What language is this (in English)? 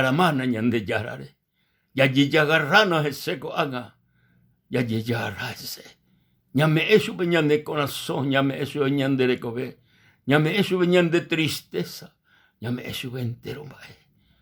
Guarani